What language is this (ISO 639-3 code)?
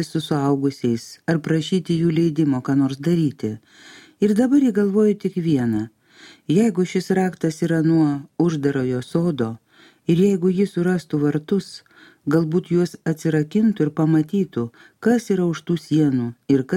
lit